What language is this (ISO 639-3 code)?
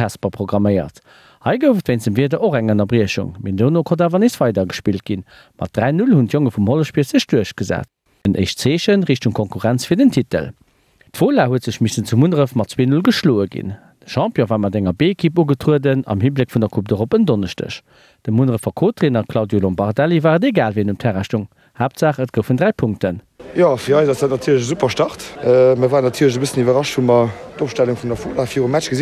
ltz